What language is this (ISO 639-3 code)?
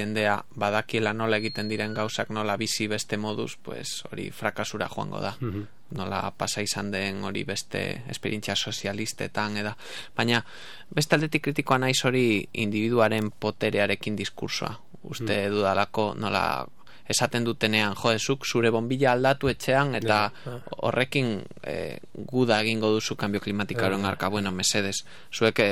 eus